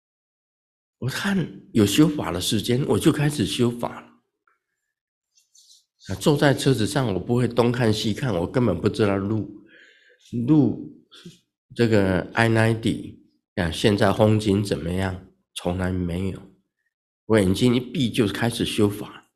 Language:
Chinese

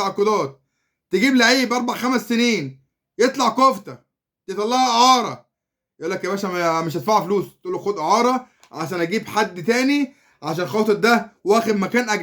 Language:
Egyptian Arabic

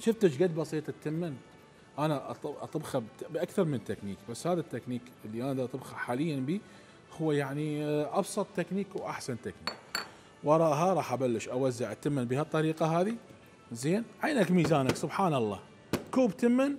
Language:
Mesopotamian Arabic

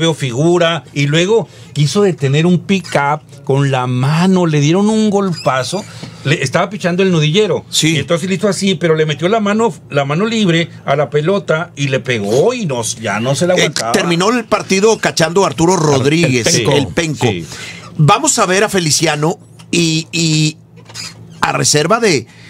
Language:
Spanish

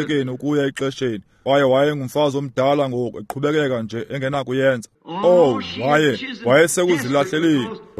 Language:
Xhosa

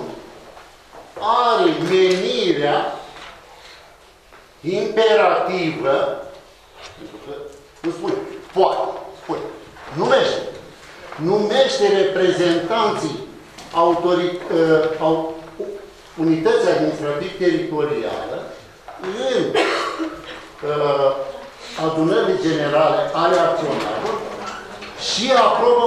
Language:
Romanian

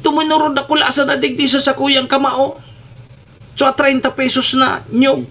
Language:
Bikol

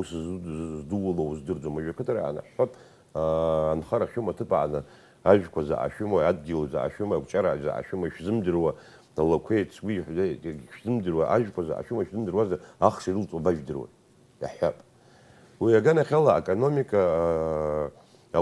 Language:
Abkhazian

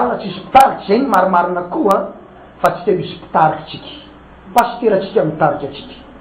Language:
Malagasy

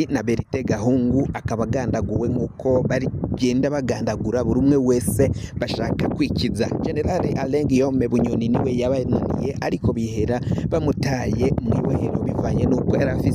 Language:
Rundi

